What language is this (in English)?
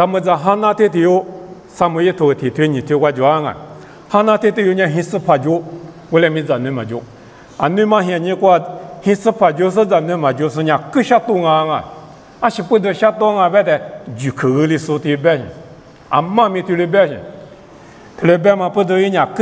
Lisu